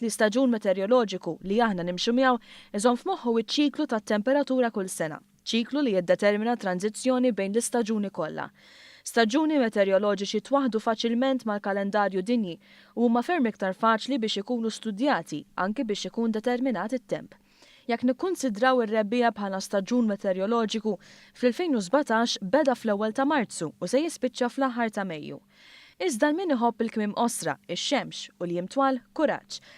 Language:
Maltese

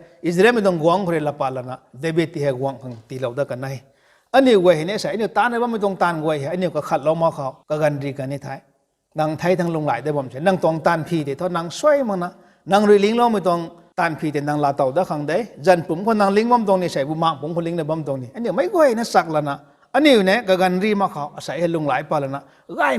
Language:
Rongmei Naga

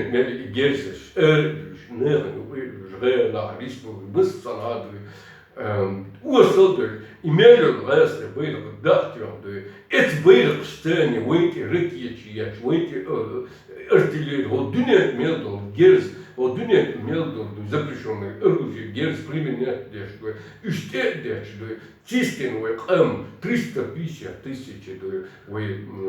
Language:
Chechen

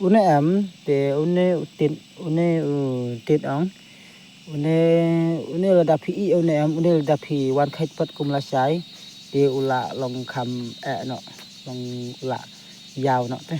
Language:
Khasi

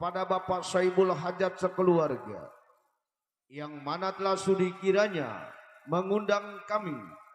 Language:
Betawi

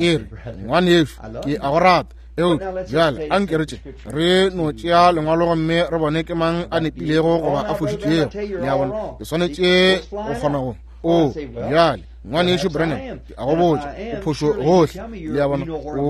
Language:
Northern Sotho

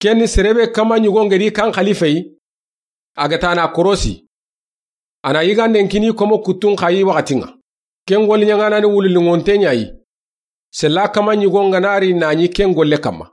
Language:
Soninke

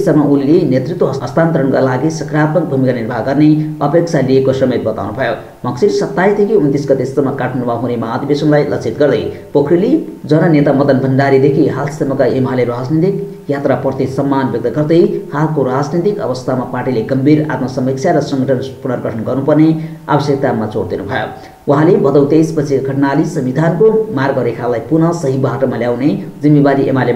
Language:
Nepali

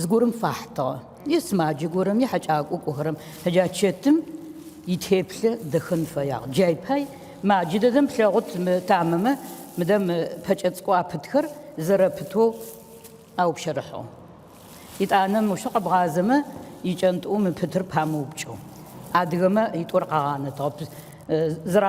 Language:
Adyghe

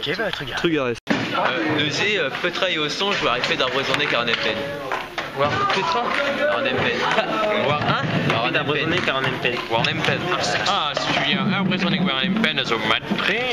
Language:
Breton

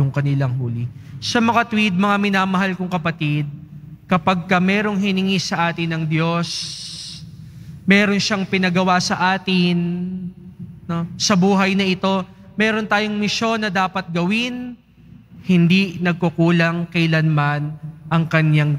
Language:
Filipino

